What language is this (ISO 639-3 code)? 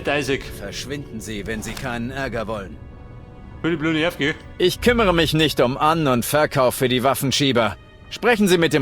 bar